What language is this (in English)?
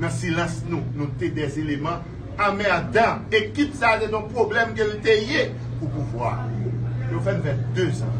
Haitian Creole